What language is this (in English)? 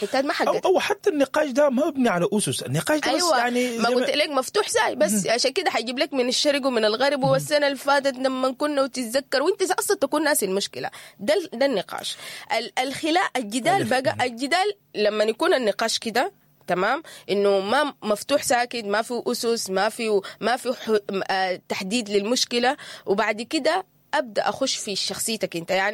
Sudanese Arabic